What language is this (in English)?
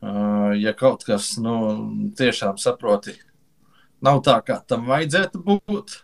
Latvian